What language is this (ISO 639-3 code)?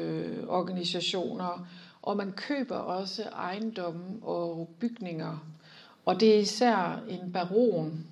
dan